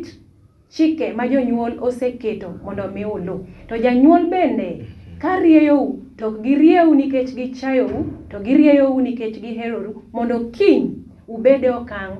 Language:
Luo (Kenya and Tanzania)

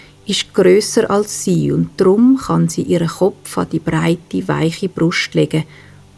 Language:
Swiss German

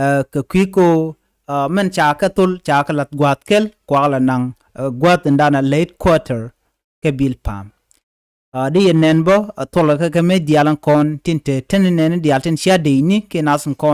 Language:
Nuer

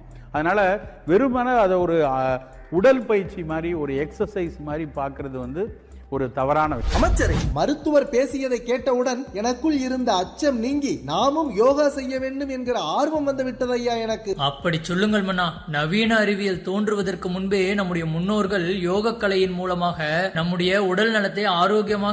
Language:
Tamil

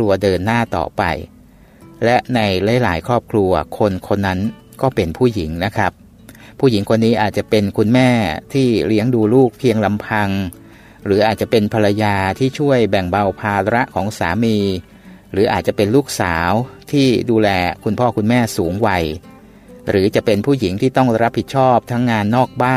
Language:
Thai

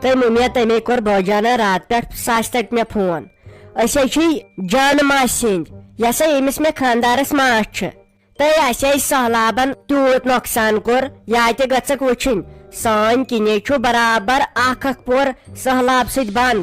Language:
Kashmiri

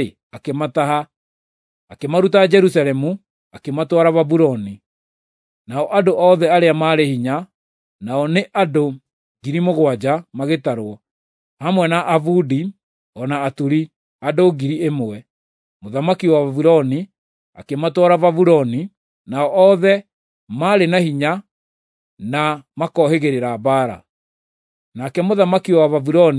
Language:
Kikuyu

